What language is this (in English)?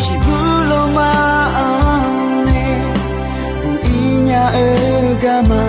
Akha